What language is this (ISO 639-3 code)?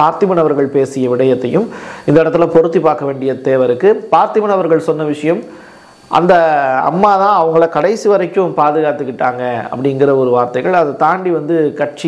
tam